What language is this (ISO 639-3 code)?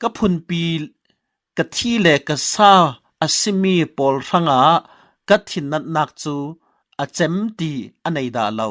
cfm